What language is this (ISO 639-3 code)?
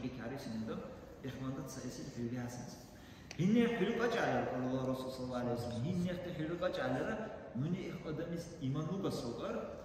dar